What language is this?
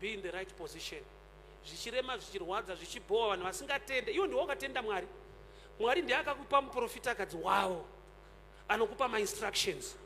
Shona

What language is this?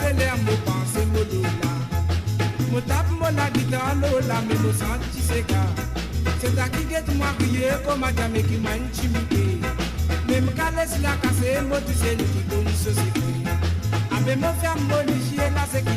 Morisyen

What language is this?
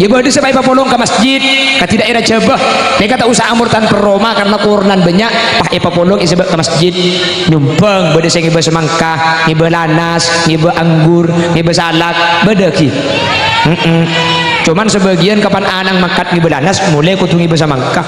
Madurese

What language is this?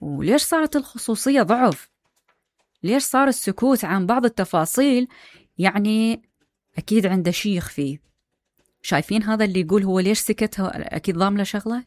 Mesopotamian Arabic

